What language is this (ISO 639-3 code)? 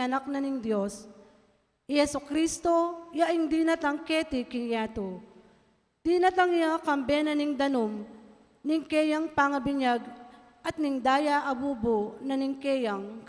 pam